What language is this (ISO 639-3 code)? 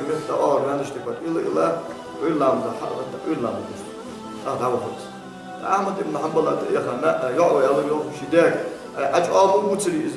inh